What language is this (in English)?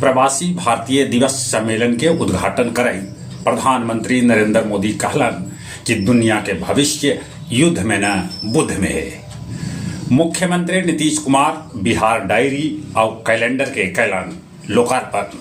Magahi